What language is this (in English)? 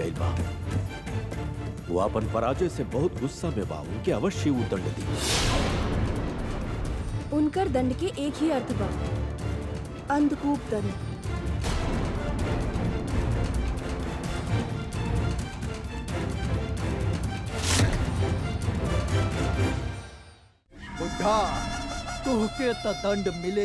Bhojpuri